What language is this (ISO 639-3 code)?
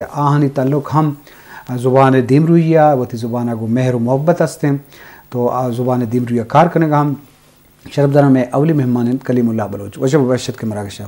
bgp